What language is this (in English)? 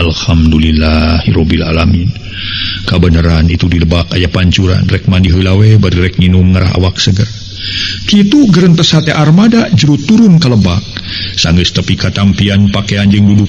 Sundanese